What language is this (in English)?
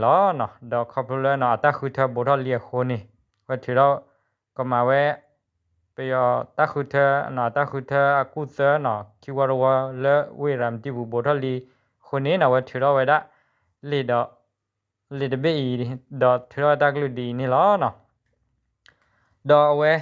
S'gaw Karen